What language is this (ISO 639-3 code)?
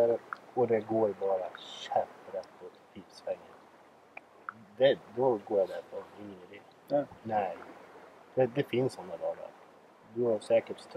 swe